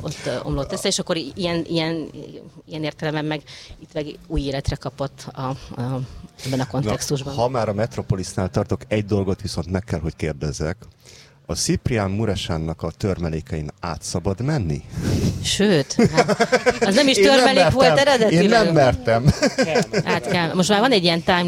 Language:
Hungarian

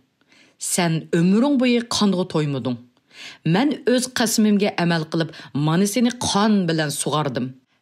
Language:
Uyghur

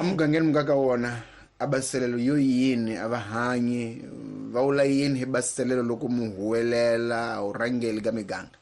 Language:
Tsonga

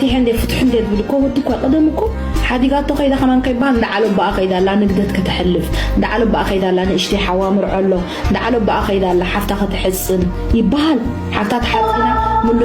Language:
Tigrinya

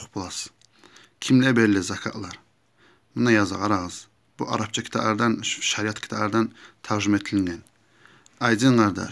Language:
Kumyk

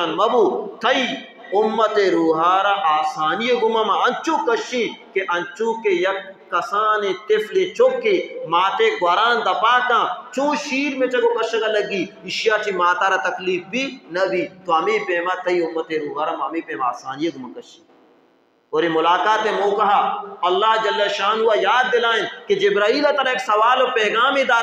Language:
Baluchi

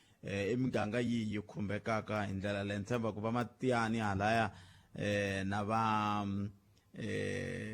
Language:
Tsonga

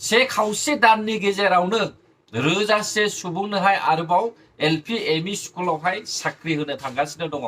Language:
Bodo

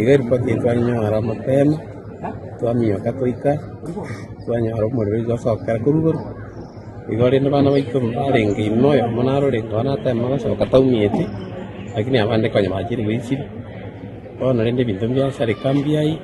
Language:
Gusii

